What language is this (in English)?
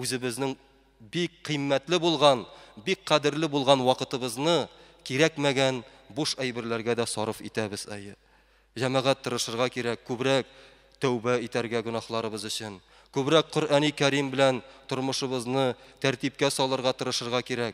Tatar